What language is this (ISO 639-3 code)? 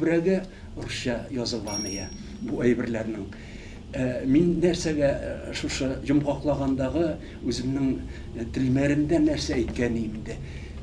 tat